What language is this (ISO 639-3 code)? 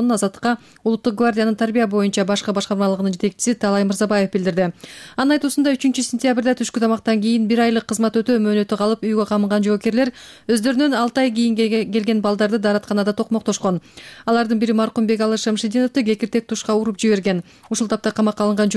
kir